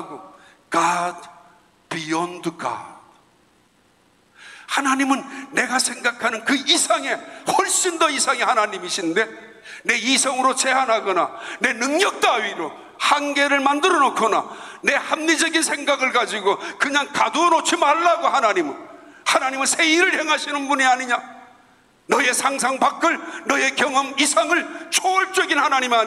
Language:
Korean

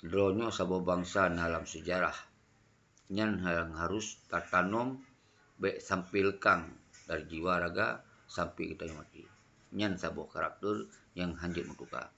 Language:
Achinese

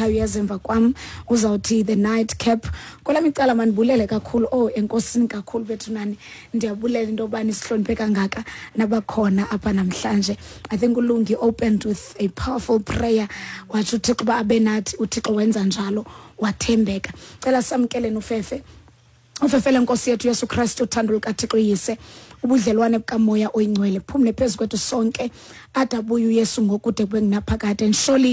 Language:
Xhosa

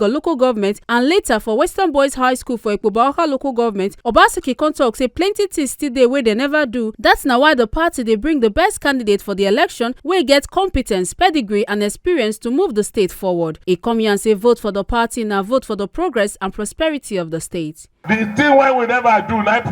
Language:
Nigerian Pidgin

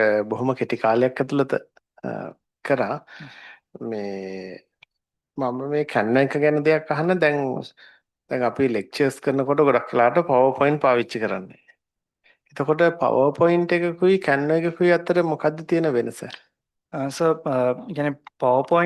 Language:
Sinhala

